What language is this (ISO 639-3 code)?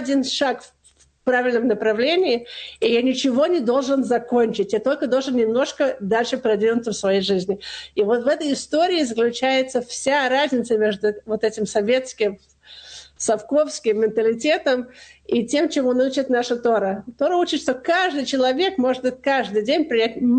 rus